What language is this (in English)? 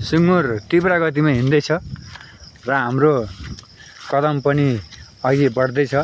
Nepali